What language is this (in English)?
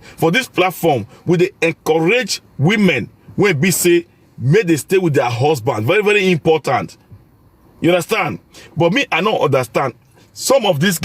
Nigerian Pidgin